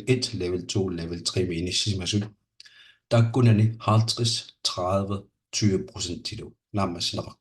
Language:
Kalaallisut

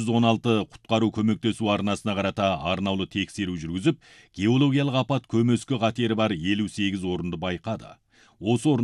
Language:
Kazakh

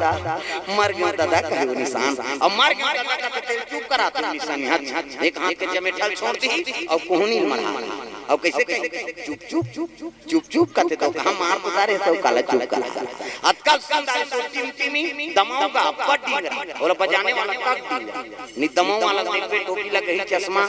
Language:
Chhattisgarhi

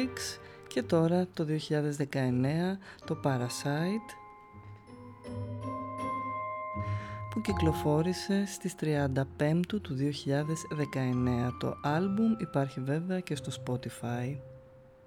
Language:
Greek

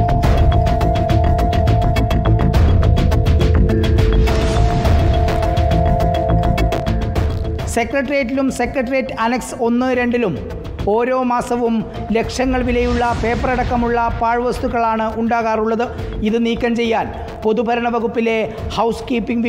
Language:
Malayalam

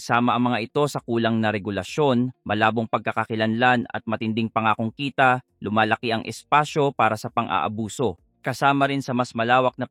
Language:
Filipino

